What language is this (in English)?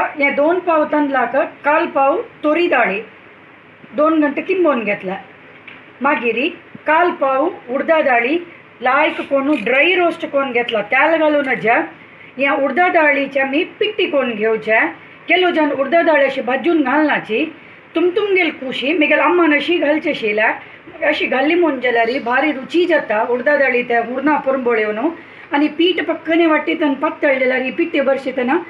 Konkani